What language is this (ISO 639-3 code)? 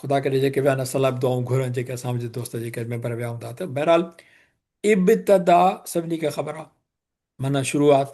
snd